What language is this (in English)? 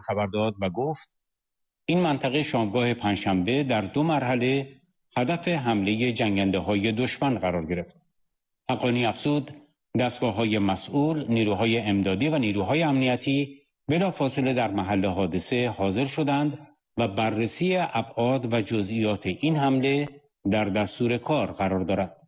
Persian